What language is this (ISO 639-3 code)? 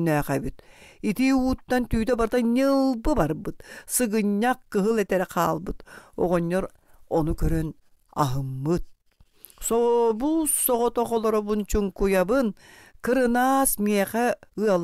sah